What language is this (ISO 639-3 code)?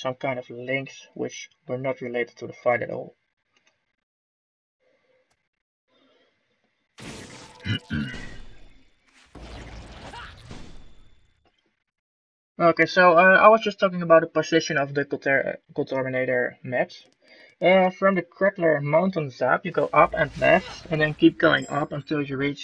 eng